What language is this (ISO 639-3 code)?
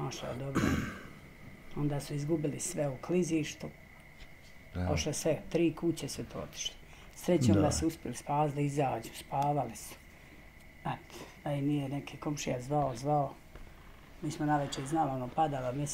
bos